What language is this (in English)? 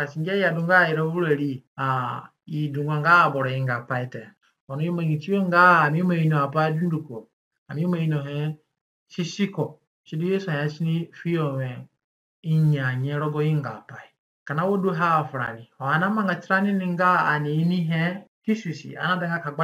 Zande (individual language)